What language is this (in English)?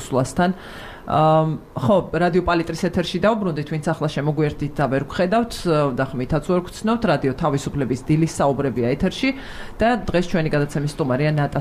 Georgian